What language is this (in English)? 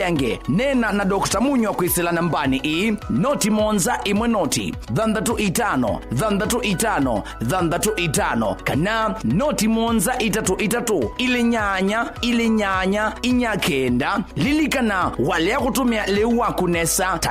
Kamba